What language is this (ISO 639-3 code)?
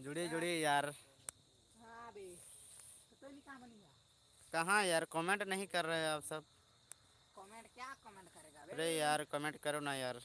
sat